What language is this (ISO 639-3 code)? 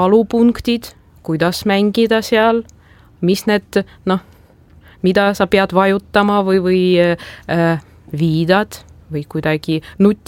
est